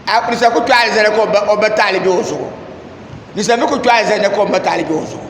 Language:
Dagbani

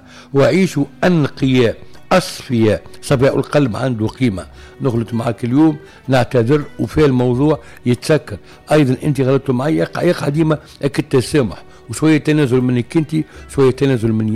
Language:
Tunisian Arabic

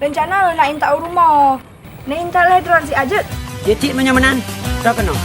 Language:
Achinese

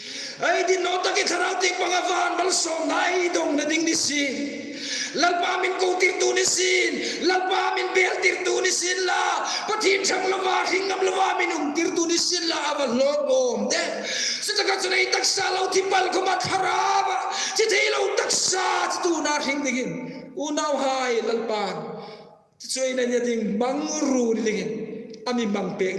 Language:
Hmar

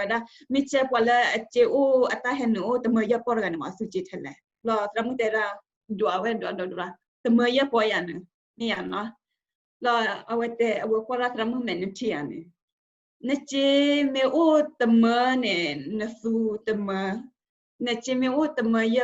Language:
S'gaw Karen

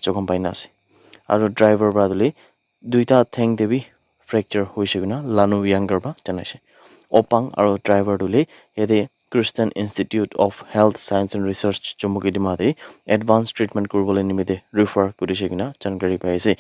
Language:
Naga Pidgin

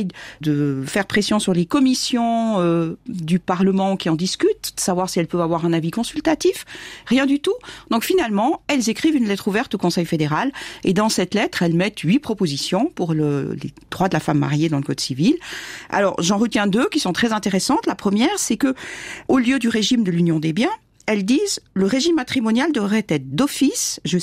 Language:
French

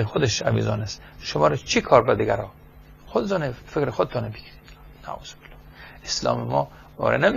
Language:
Persian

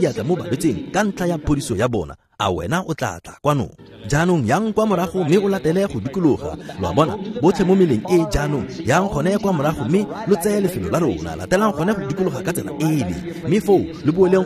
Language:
Tswana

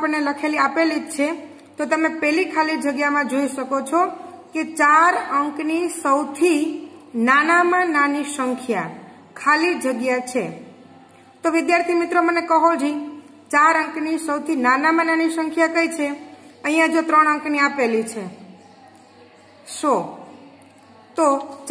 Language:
Gujarati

